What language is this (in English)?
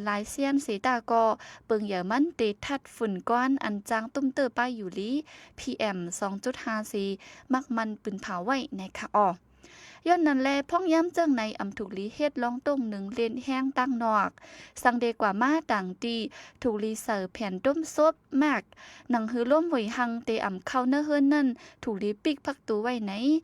Shan